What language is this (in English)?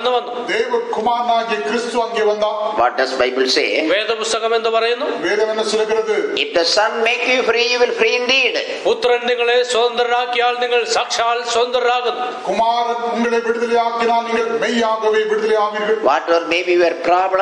Malayalam